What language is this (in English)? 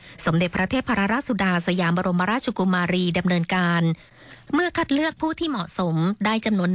Thai